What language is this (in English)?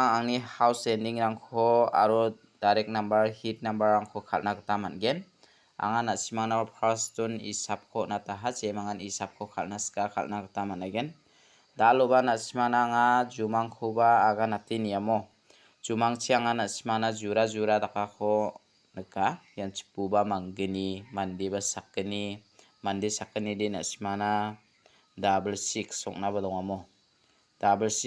Garo